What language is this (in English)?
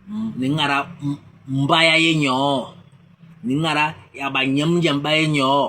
Basaa